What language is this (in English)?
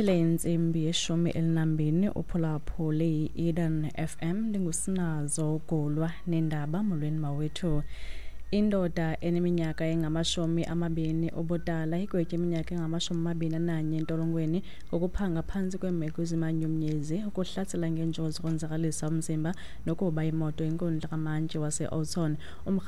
Xhosa